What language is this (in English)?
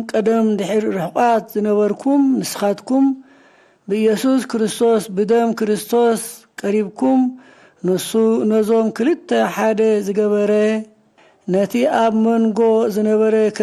Tigrinya